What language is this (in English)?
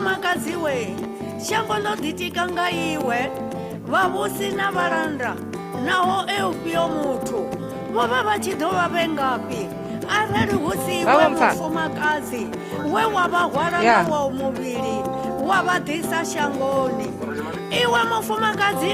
Venda